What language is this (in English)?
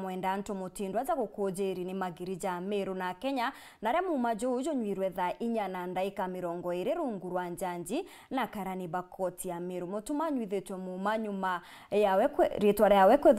Meru